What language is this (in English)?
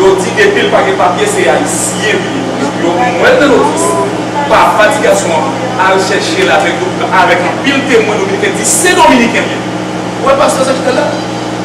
Haitian Creole